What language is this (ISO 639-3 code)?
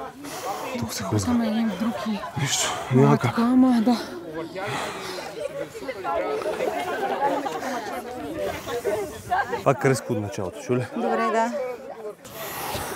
bul